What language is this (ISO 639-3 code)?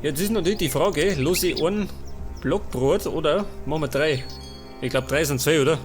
bar